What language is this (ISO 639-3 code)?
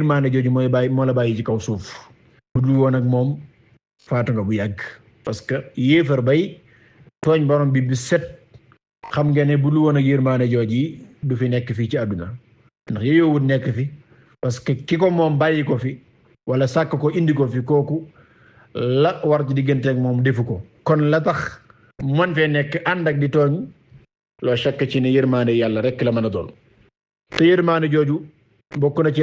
wol